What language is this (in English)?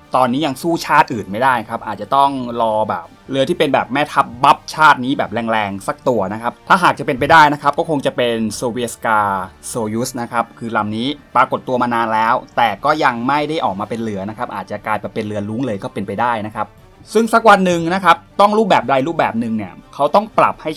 Thai